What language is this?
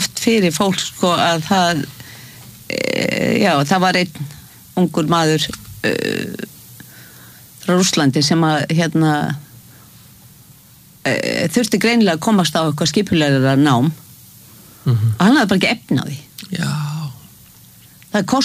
Icelandic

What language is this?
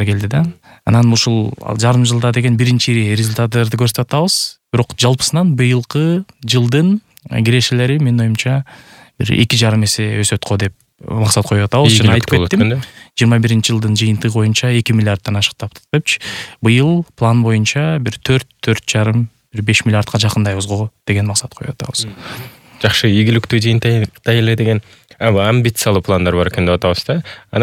Kyrgyz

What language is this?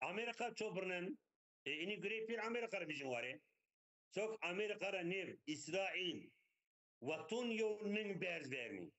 Zaza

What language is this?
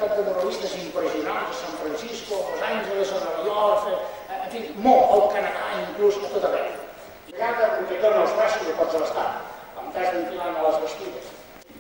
Catalan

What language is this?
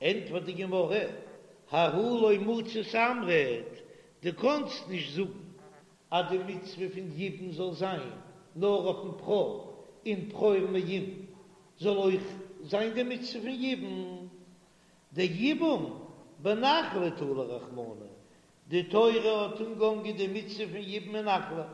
Yiddish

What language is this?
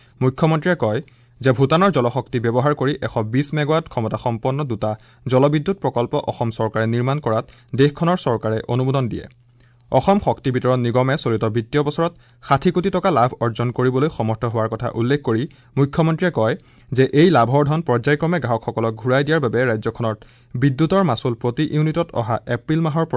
Assamese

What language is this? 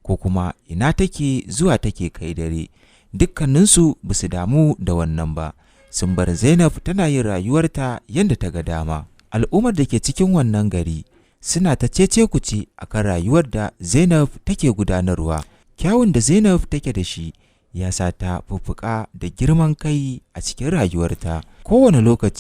Hausa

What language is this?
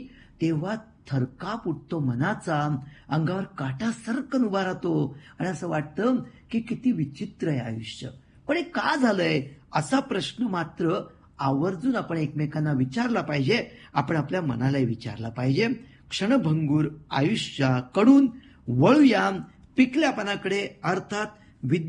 Marathi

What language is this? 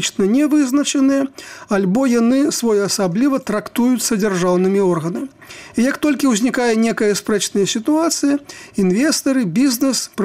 Belarusian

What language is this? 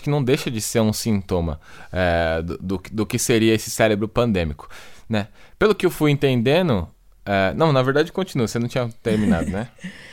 Portuguese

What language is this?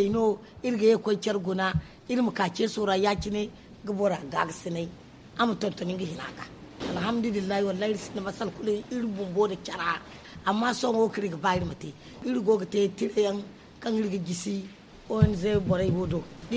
Zarma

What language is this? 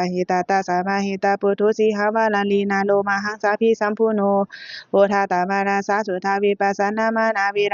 Pali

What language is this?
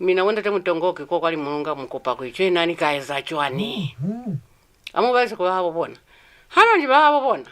Lozi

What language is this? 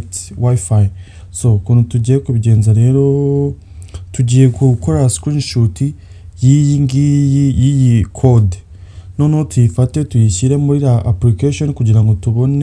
Kinyarwanda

